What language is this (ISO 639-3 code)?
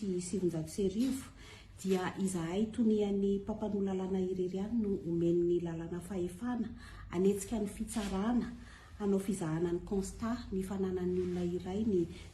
mlg